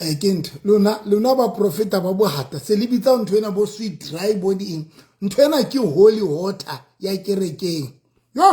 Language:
Southern Sotho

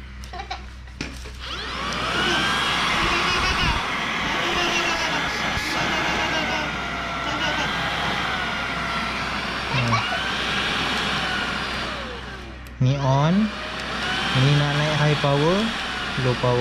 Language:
Malay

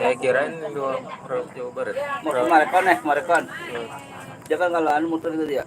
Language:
Betawi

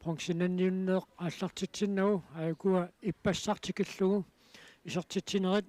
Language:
Kalaallisut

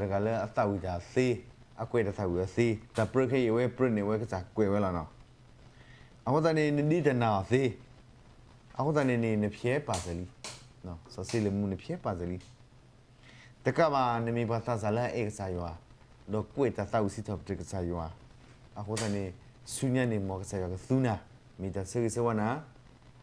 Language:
S'gaw Karen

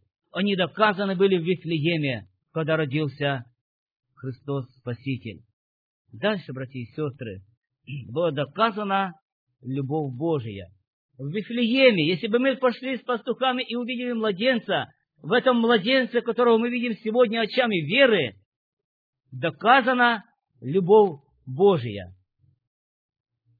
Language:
Russian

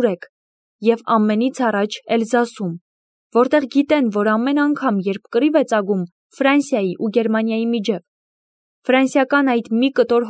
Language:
Armenian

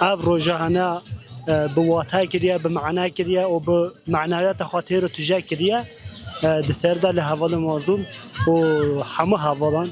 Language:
Kurdish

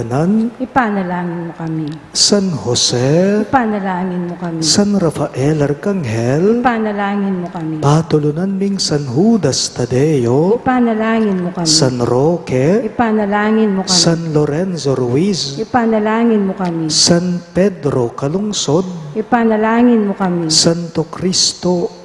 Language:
Pampanga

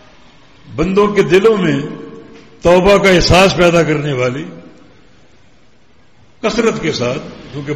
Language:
Urdu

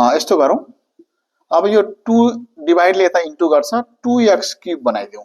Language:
Nepali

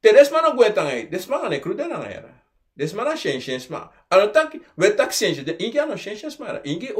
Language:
Sranan Tongo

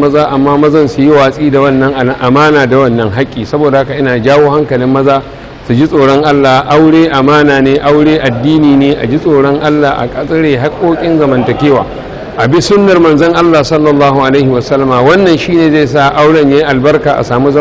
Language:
Hausa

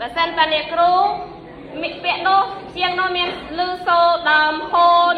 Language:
Khmer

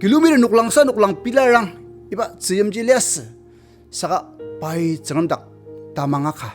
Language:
Ao Naga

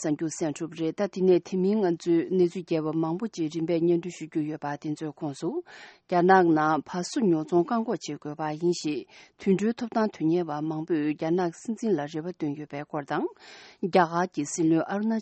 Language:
Tibetan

